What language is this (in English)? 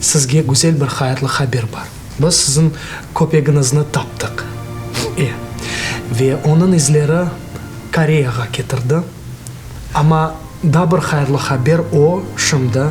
Crimean Tatar